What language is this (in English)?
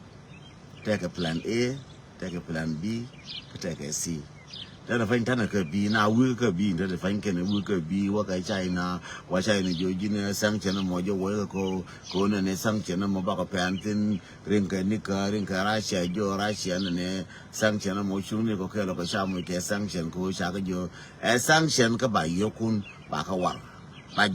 Nuer